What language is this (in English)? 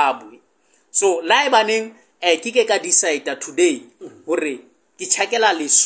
Southern Sotho